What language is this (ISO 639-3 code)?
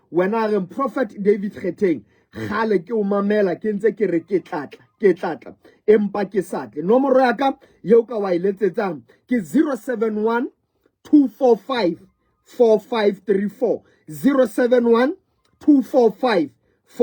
sot